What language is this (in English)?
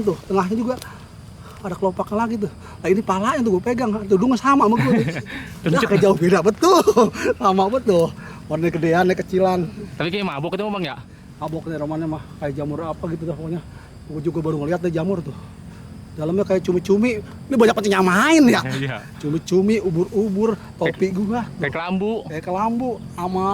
Betawi